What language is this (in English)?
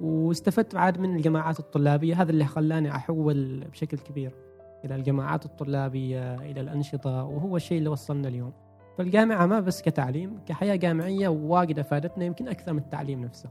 Gulf Arabic